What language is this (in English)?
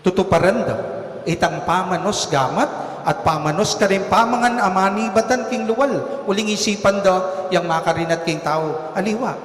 Pampanga